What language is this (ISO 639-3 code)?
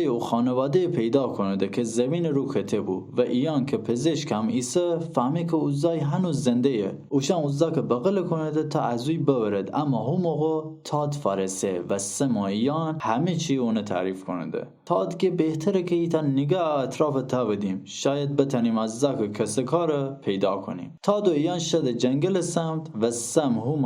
glk